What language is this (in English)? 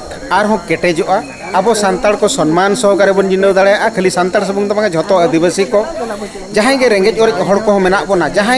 Santali